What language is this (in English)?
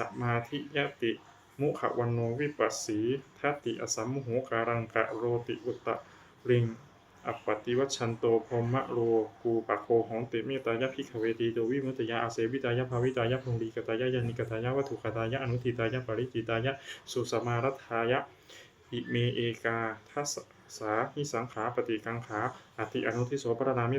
Pali